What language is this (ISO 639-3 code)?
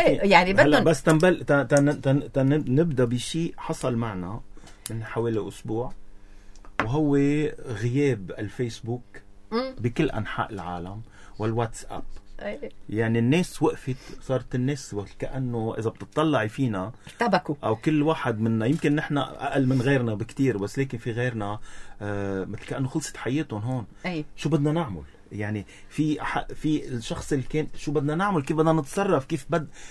apc